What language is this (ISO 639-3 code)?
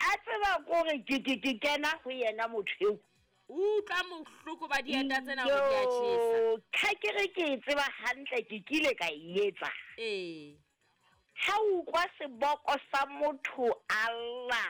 sot